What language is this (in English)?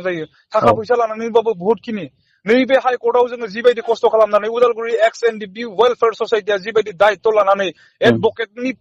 Bodo